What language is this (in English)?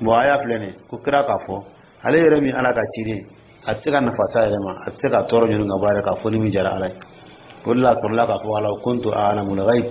Dyula